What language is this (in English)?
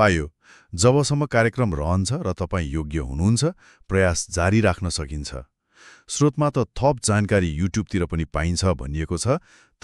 Nepali